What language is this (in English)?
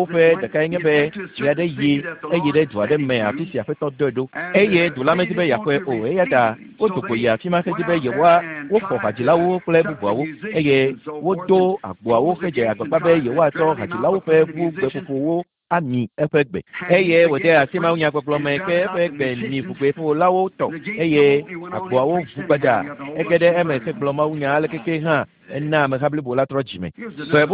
Ewe